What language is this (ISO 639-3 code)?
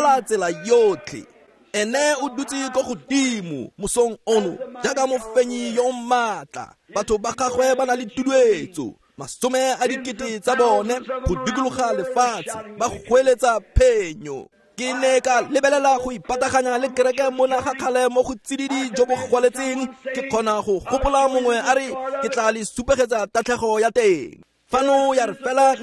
tsn